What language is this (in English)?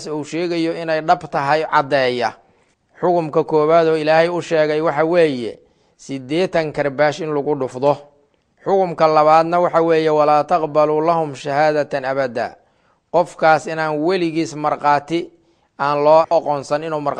Somali